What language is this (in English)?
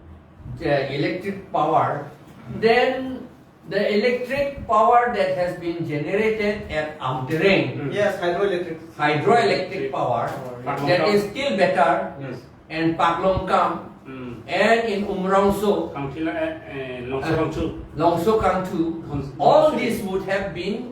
Karbi